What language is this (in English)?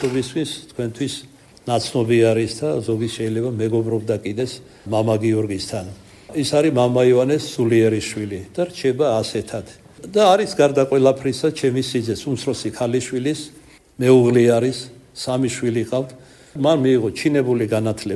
Georgian